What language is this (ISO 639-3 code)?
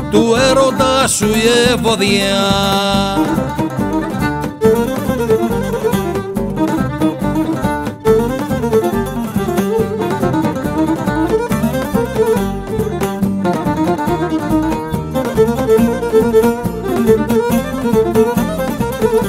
ell